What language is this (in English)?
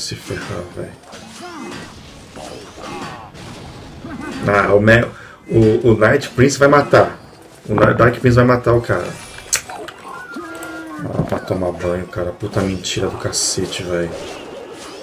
Portuguese